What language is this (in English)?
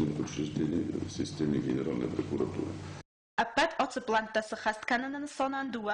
Ossetic